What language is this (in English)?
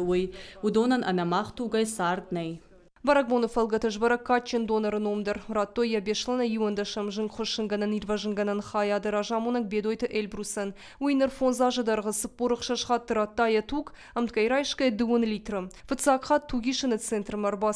Ossetic